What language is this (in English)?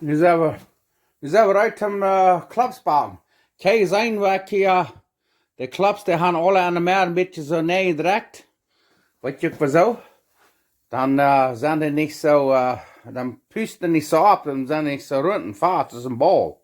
Plautdietsch